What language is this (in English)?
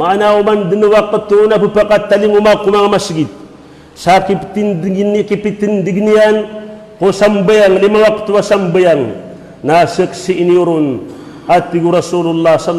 Maranao